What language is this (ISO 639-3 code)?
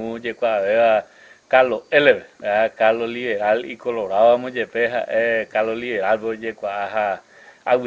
grn